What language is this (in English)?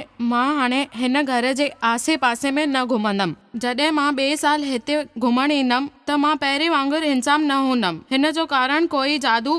Sindhi